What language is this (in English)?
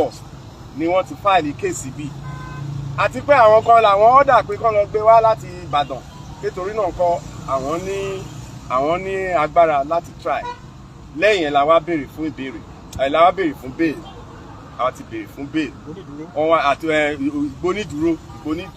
Yoruba